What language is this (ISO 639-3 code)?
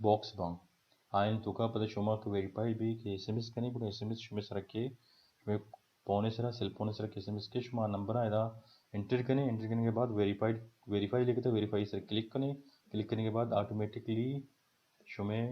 bal